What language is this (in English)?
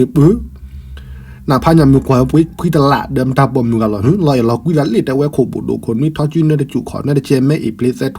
S'gaw Karen